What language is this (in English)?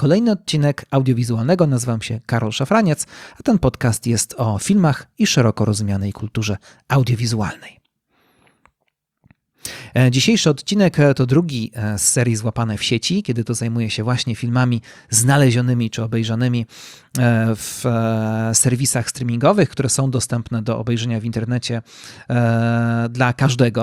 Polish